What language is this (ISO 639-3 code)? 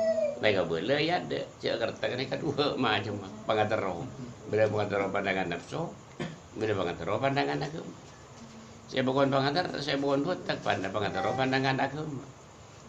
mad